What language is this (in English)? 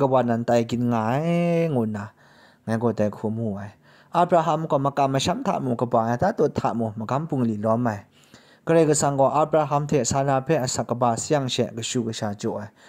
Kachin